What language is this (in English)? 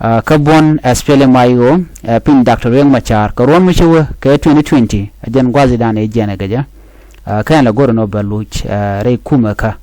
Nuer